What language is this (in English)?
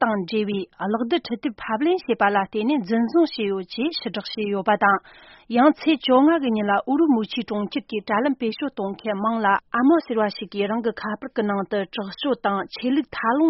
Tibetan